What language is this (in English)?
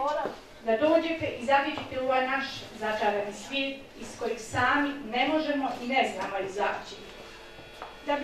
Croatian